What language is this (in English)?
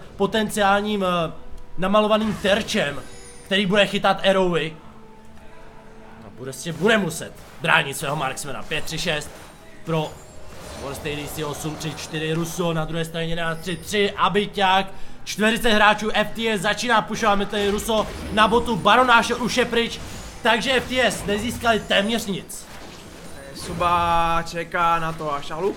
Czech